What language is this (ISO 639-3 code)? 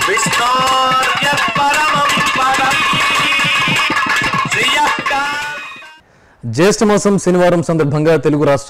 tel